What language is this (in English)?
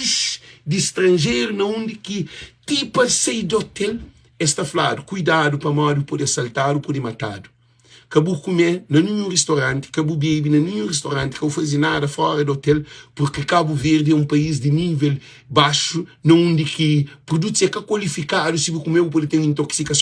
Kabuverdianu